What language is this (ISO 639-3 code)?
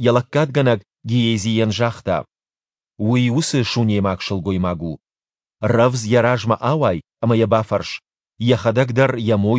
oss